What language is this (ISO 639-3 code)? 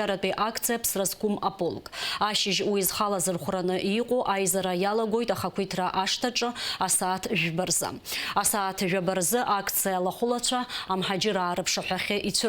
abk